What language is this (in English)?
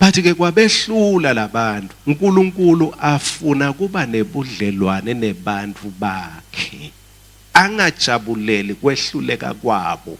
Swati